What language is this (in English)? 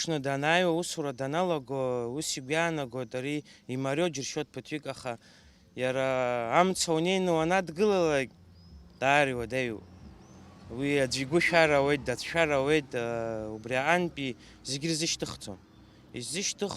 Abkhazian